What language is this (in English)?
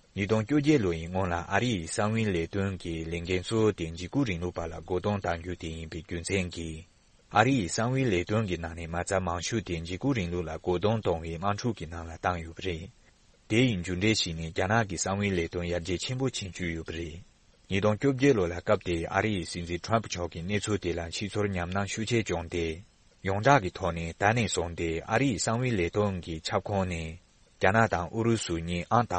Tibetan